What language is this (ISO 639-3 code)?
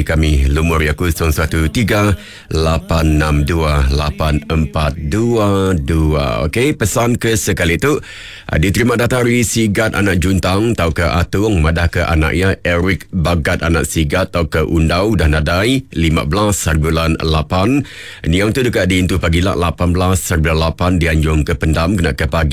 iba